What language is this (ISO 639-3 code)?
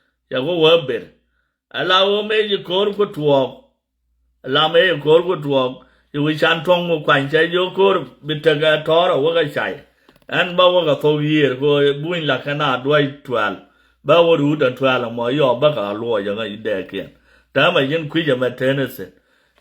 nus